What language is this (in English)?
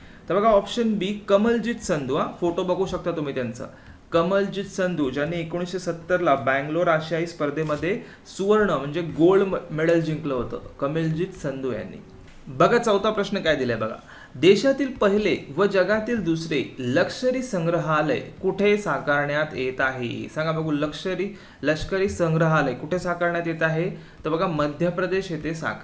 Marathi